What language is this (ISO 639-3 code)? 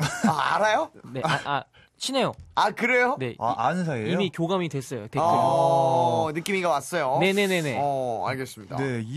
kor